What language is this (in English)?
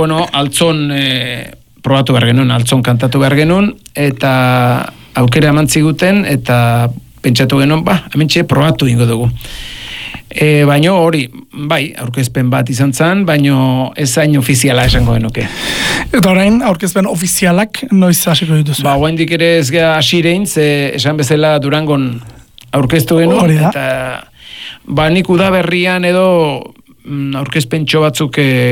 Basque